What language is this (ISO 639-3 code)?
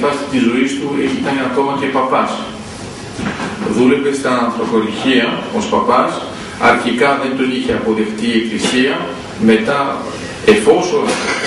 ell